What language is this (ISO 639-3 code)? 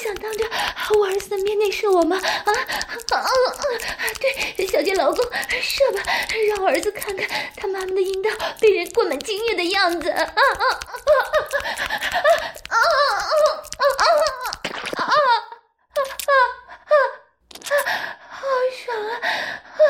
zho